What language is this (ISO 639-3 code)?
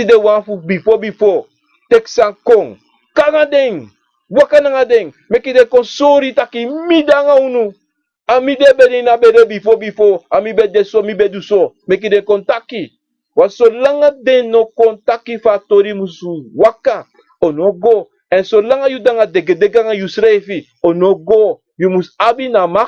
srn